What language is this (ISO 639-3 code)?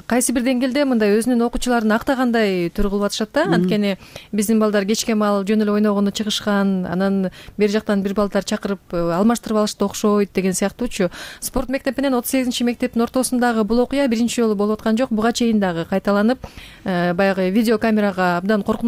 kir